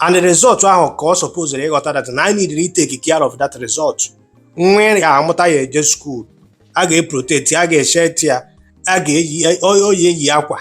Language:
Igbo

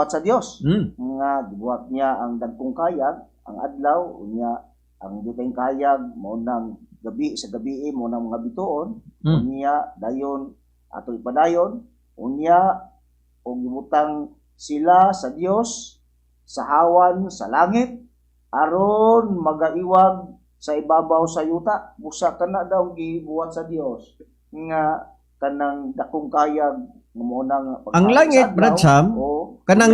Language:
Cebuano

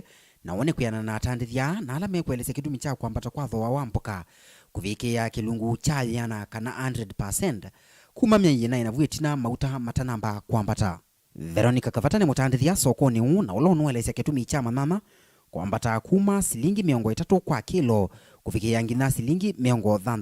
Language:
Kamba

